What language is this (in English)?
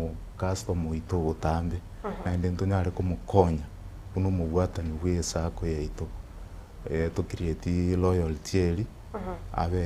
Gusii